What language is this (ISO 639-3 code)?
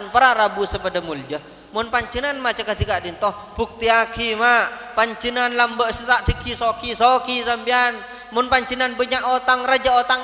mad